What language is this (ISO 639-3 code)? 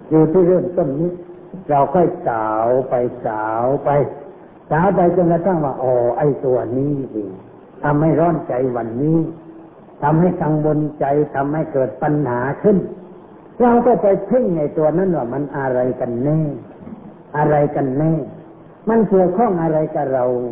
tha